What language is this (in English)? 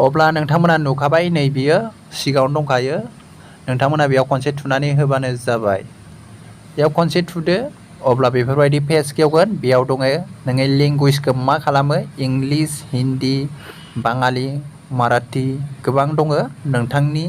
Bodo